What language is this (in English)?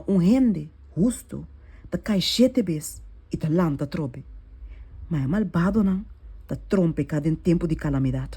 Papiamento